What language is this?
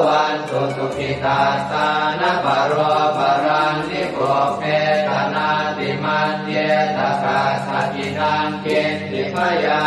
Pali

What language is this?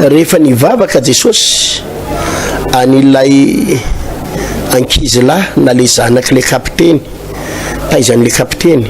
Malagasy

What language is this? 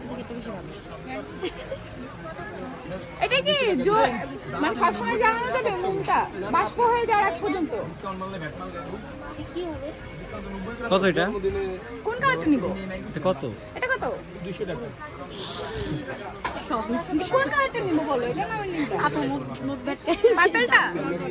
Bangla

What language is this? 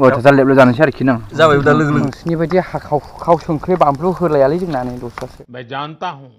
Bodo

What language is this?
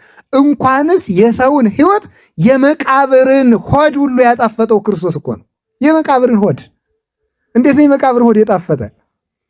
Amharic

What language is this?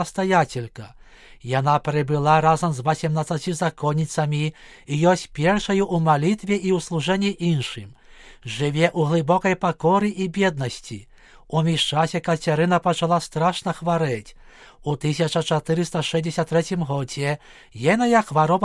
Belarusian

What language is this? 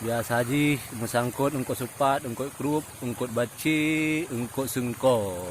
Achinese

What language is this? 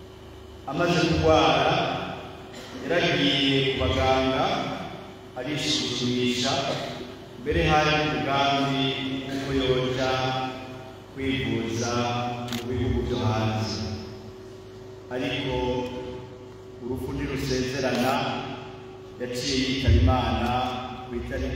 Rundi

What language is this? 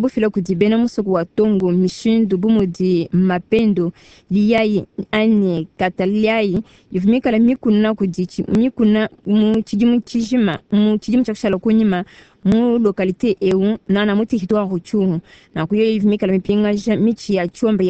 Luba-Lulua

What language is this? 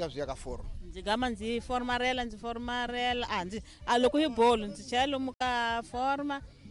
Tsonga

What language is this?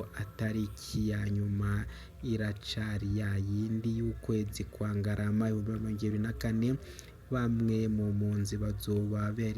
Rundi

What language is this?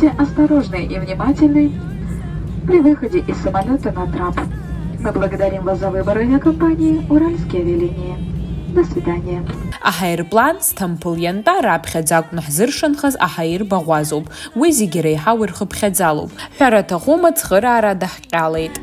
Abkhazian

